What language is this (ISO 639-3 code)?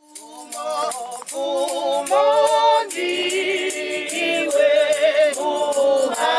ven